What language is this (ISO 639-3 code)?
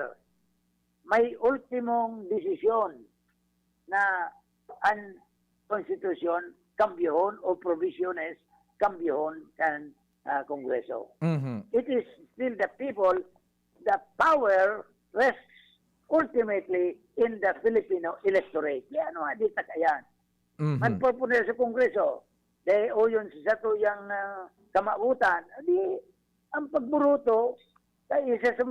bik